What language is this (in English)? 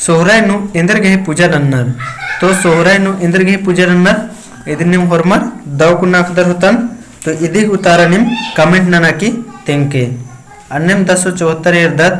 Kurukh